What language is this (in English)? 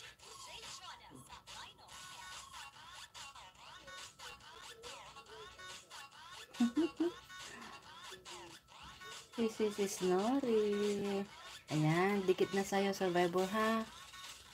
Filipino